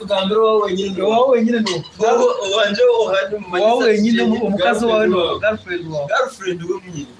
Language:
Nyankole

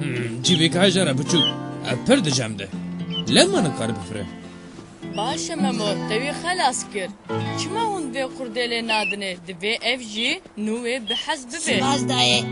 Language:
Kurdish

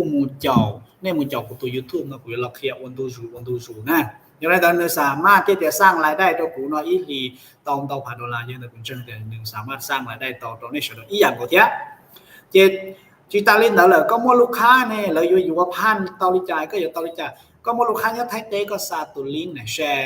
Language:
Hmong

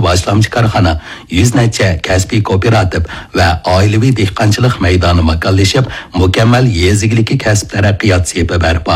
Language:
Uyghur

